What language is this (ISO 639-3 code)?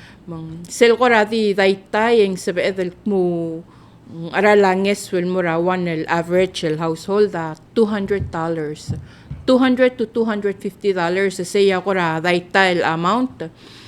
pau